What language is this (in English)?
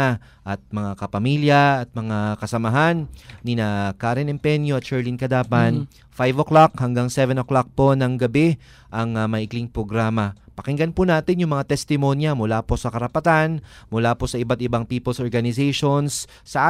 Filipino